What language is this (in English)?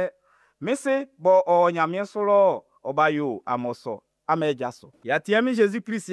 Baoulé